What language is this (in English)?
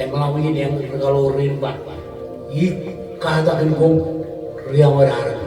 Marshallese